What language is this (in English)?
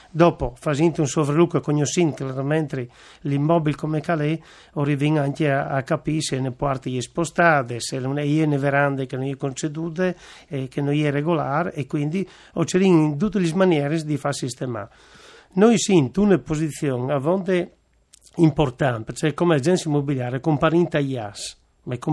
Friulian